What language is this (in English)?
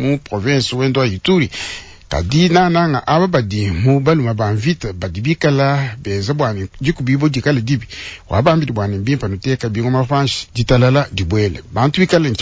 Luba-Lulua